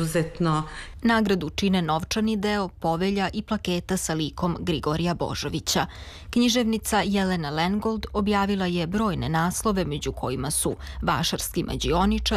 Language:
Serbian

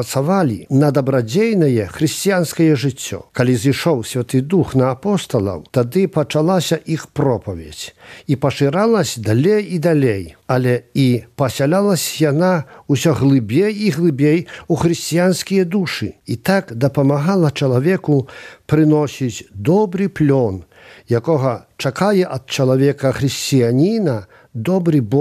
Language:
Belarusian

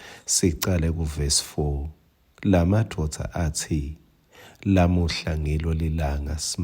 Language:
Swati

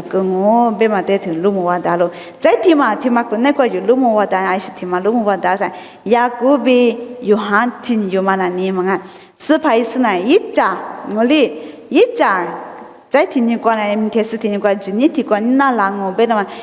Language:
Lisu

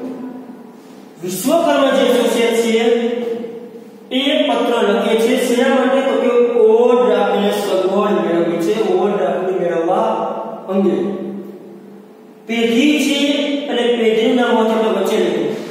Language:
Gujarati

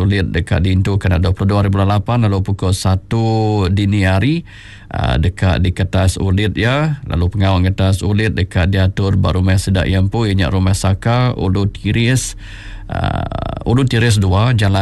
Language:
Iban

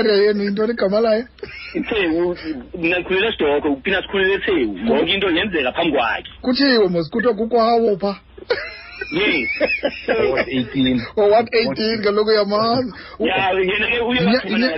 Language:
Xhosa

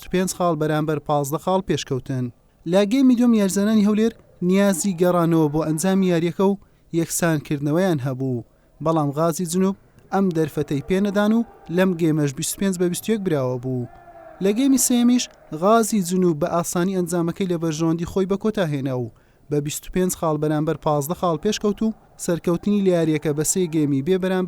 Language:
Central Kurdish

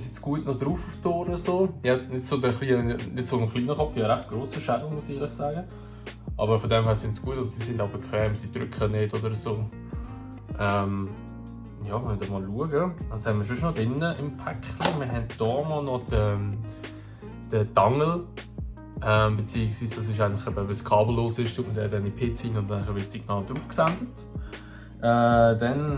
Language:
Swiss German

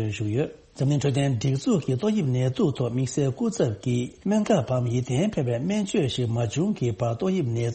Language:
Tibetan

